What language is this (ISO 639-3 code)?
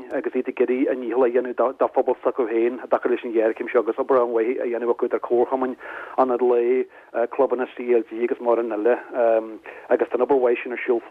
gle